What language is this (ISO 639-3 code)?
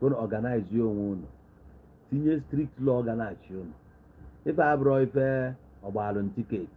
ibo